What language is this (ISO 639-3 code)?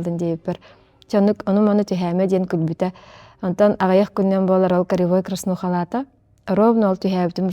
sah